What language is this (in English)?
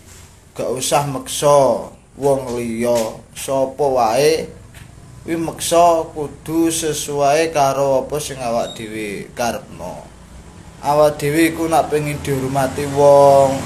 Javanese